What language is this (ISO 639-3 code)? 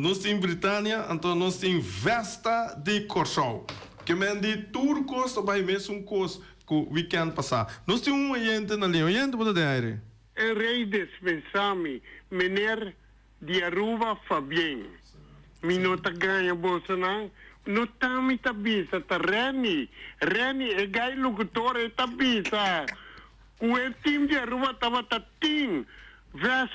pap